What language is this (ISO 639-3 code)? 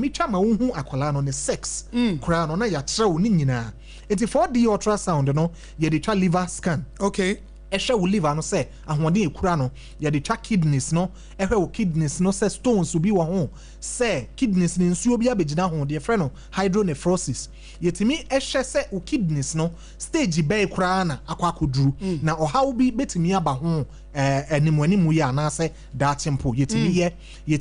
aka